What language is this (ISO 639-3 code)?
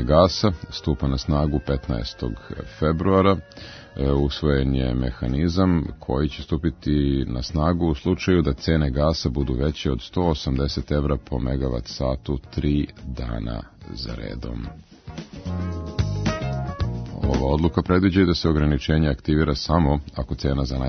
srp